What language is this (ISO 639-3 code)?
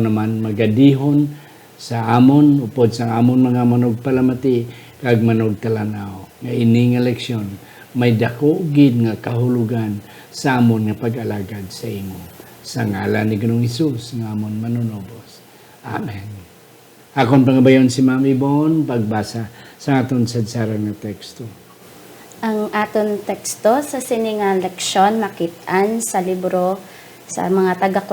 hil